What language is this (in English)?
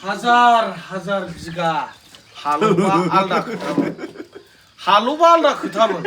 Bodo